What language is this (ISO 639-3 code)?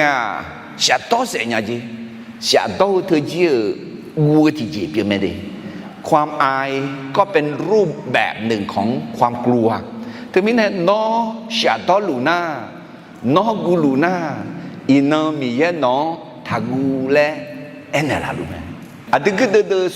ahk